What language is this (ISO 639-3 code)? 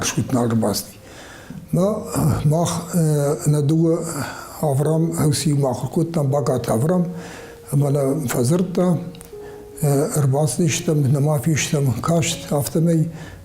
oss